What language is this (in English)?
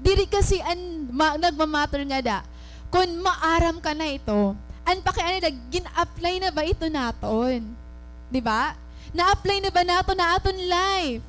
Waray